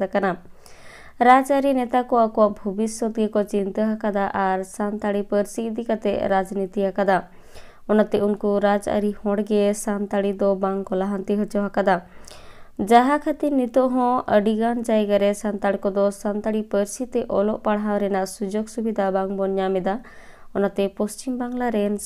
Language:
Santali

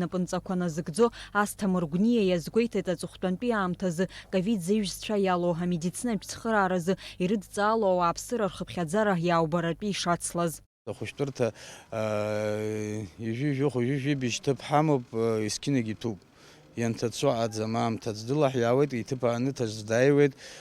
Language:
Abkhazian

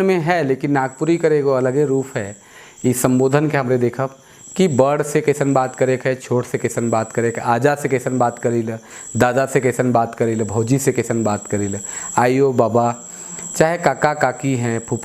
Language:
Sadri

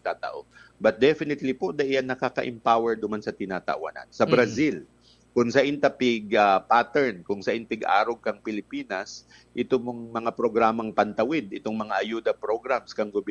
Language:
Bikol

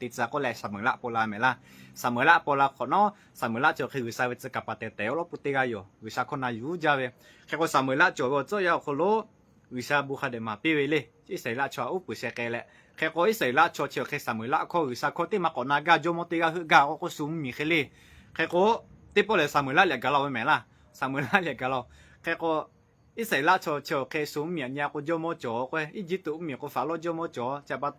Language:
Lahu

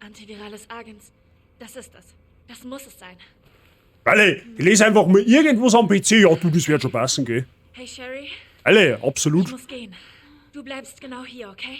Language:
Bavarian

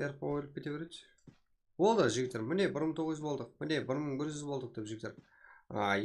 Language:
Kara-Kalpak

